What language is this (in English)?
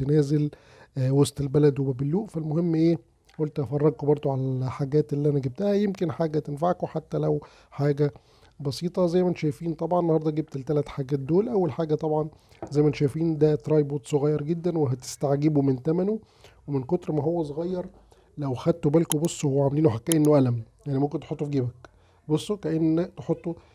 Egyptian Arabic